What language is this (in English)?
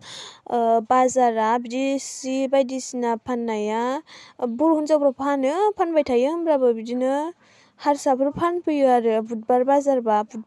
Bodo